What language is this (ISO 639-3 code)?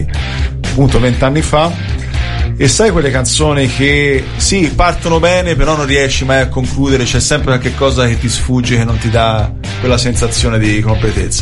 ita